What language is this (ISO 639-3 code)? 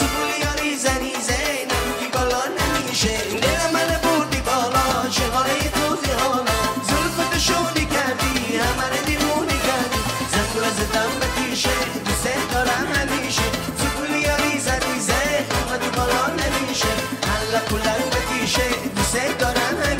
tgk